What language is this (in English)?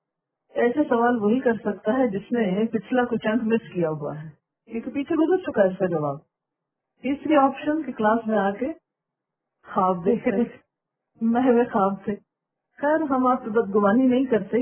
Urdu